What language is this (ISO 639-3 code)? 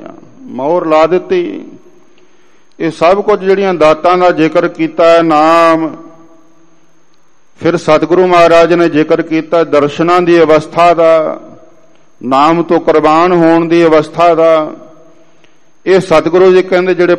pan